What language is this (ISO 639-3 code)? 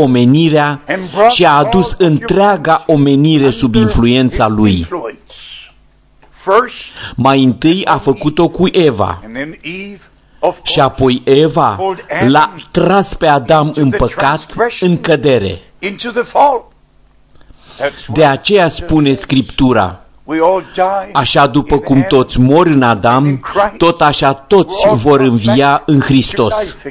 ron